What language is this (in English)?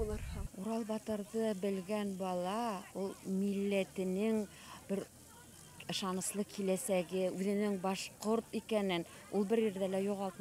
Bashkir